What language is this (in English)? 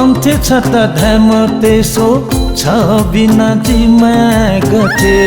Newari